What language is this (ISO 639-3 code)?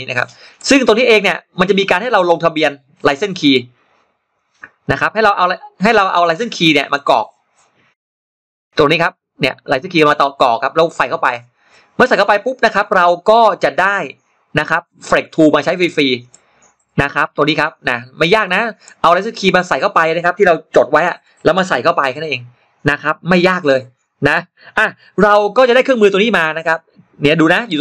tha